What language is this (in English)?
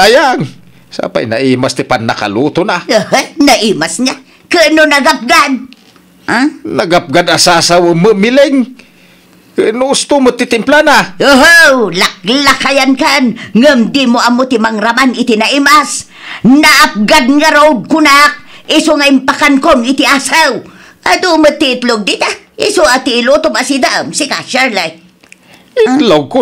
Iloko